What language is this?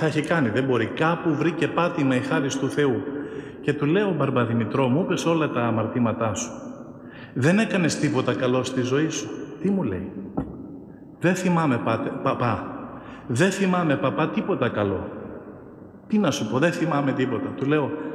Greek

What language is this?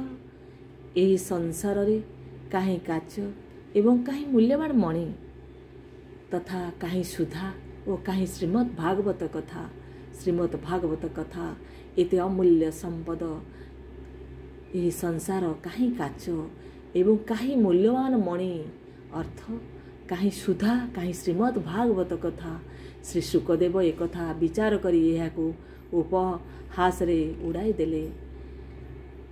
Odia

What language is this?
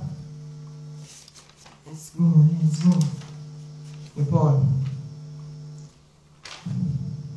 Greek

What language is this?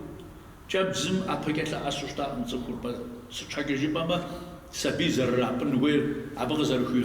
Kabardian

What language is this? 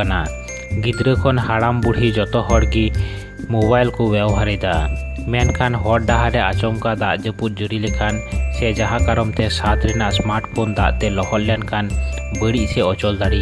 Santali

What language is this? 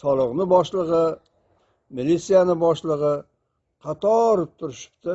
Uzbek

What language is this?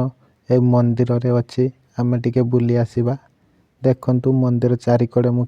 Odia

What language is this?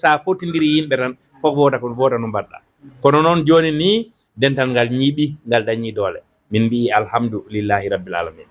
Fula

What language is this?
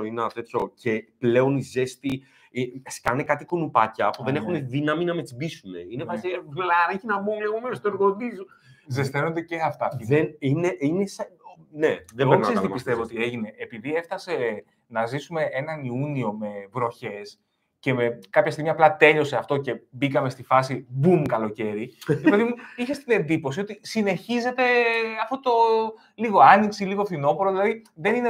Greek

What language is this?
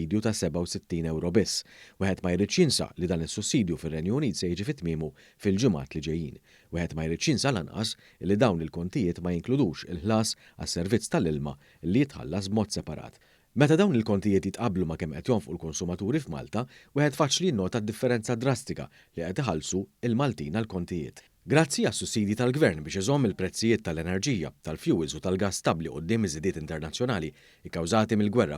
Maltese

